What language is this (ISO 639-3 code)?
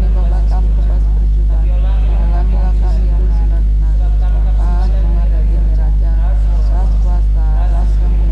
btx